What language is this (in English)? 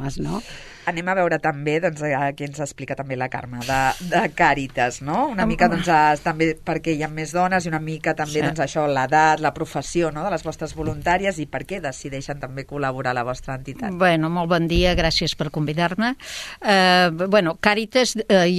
Catalan